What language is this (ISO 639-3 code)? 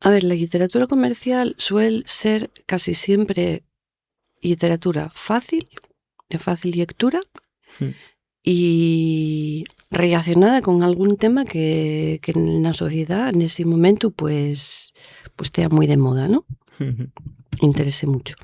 ast